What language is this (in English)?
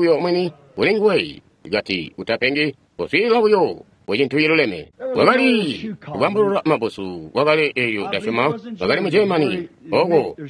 Tonga (Zambia)